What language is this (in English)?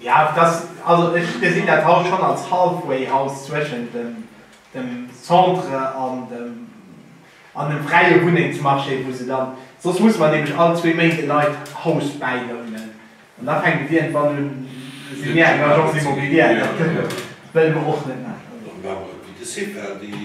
Luxembourgish